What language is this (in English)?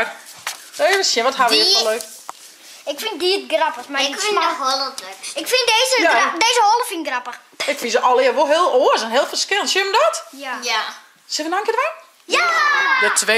Western Frisian